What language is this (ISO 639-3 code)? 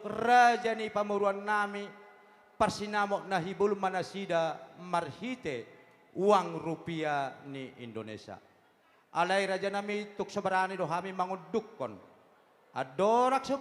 bbc